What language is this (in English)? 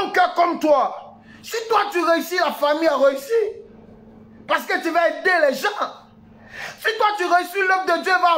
French